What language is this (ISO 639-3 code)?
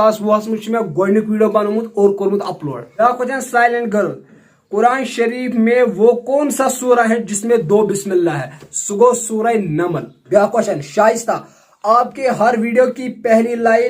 kas